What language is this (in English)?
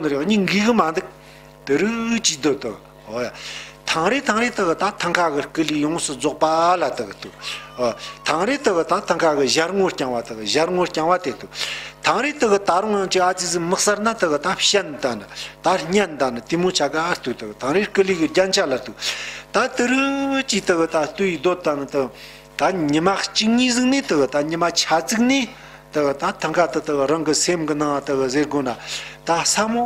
Tibetan